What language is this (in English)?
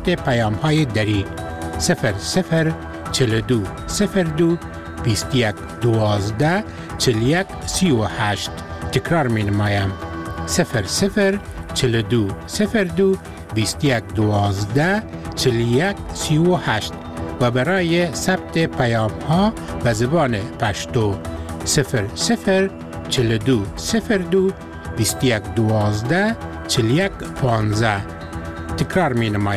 Persian